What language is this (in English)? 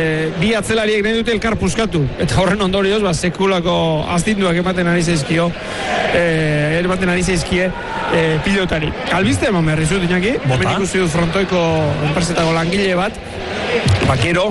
Basque